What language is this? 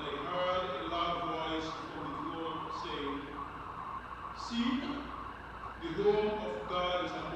English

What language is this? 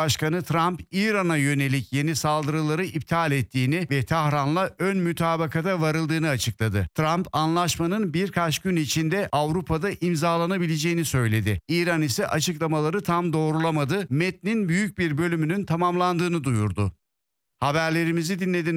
Turkish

